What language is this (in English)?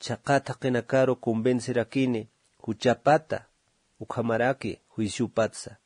Aymara